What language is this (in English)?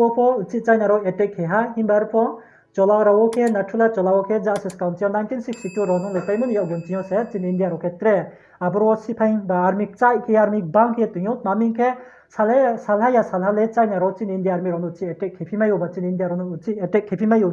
Riang (India)